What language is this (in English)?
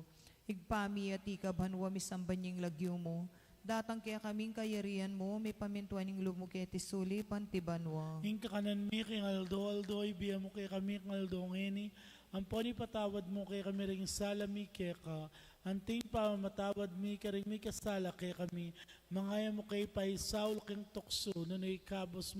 Pampanga